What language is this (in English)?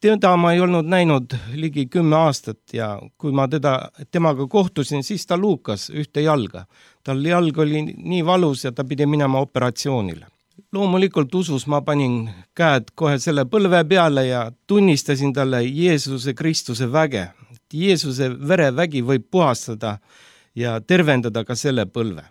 Estonian